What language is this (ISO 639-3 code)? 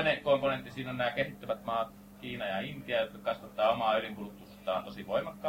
fin